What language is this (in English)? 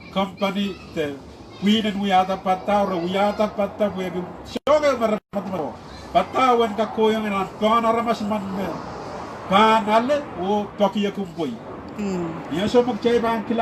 Pohnpeian